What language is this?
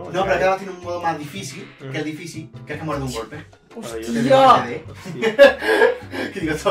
Spanish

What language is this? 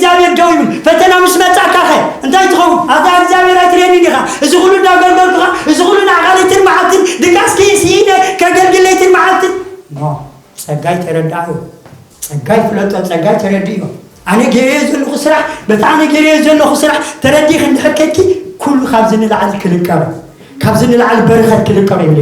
Tigrinya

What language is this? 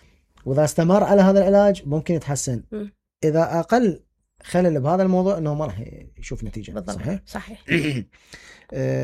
Mesopotamian Arabic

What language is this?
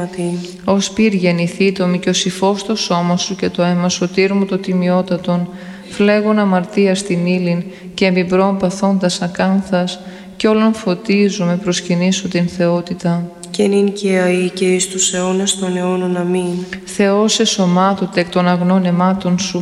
Greek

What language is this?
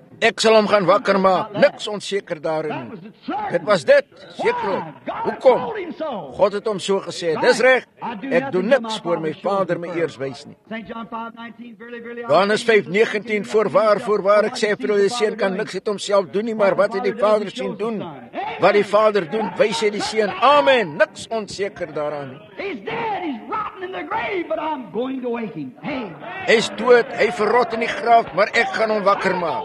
Afrikaans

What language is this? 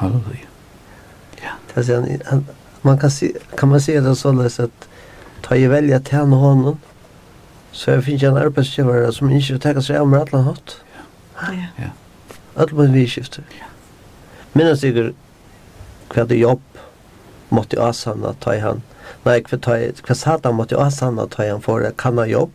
Faroese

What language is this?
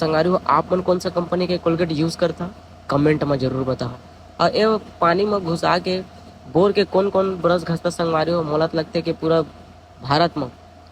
Chhattisgarhi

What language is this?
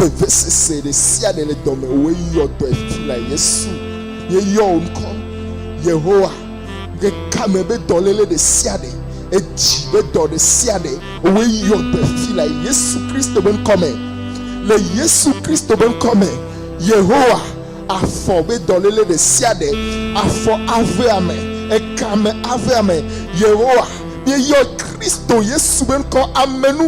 Ewe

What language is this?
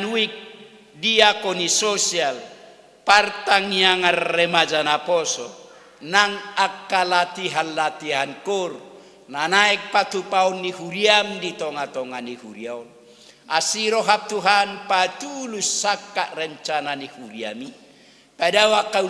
Batak Toba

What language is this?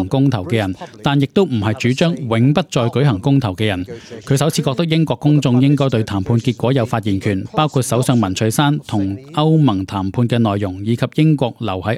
Cantonese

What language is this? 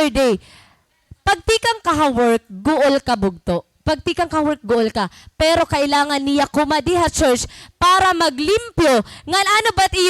Waray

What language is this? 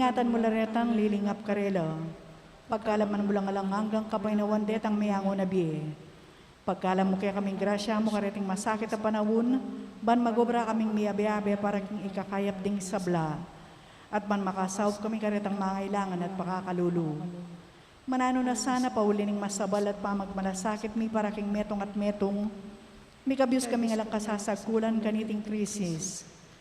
Pampanga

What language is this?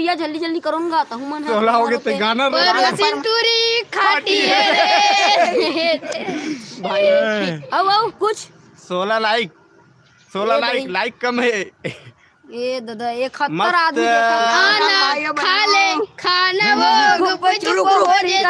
Chhattisgarhi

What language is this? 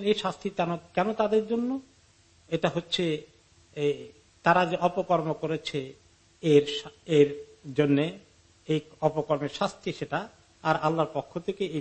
Bangla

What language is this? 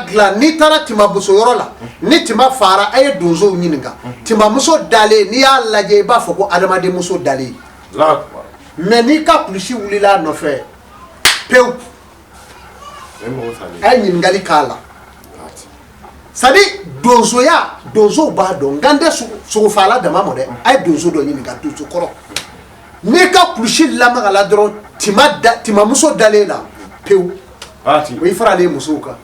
Bambara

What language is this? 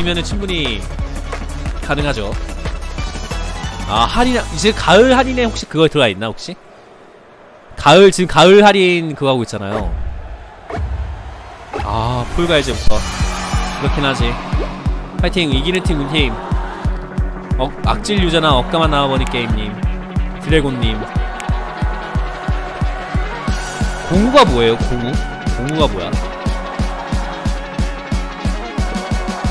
Korean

